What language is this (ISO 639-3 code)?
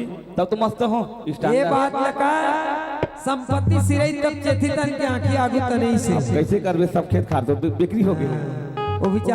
hne